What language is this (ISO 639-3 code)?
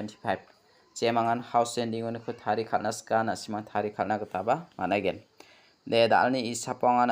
grt